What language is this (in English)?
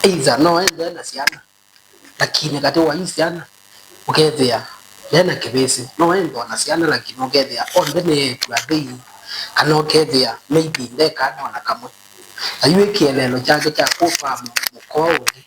Kamba